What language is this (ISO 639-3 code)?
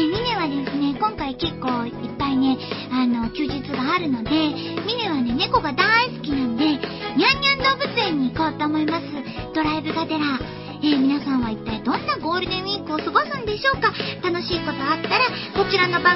jpn